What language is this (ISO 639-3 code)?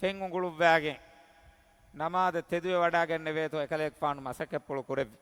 div